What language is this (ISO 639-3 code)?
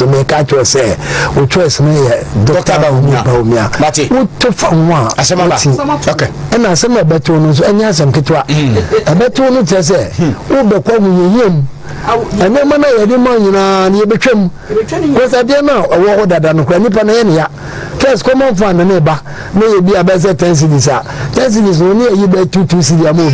aka